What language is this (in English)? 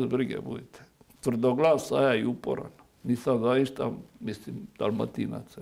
Croatian